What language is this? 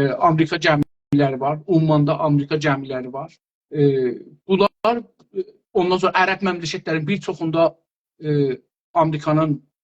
South Azerbaijani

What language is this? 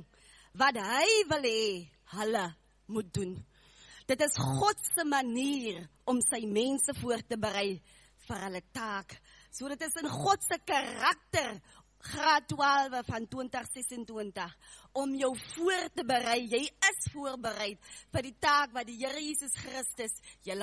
Afrikaans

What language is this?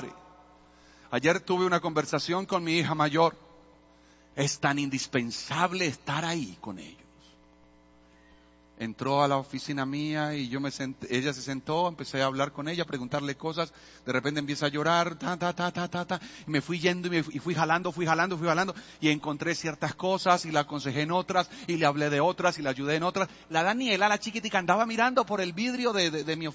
Spanish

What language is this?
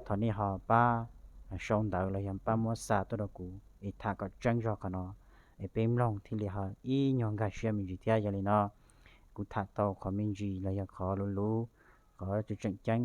Hmong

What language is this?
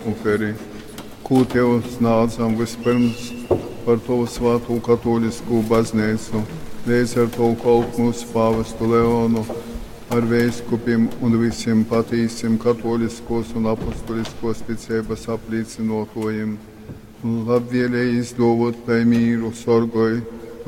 Latgalian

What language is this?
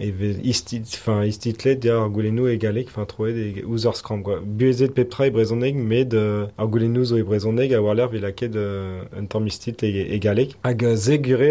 Breton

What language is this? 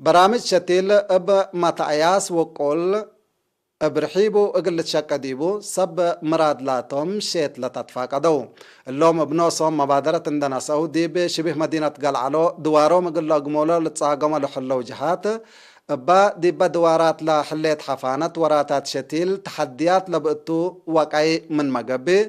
Tigre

